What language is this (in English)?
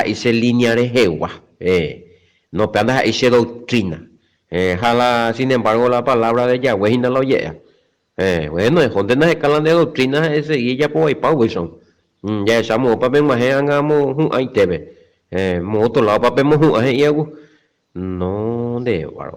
Guarani